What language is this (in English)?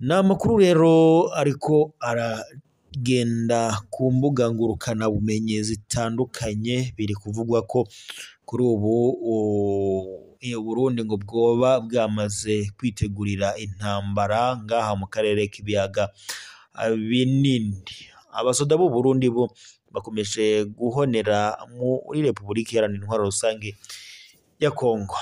Rundi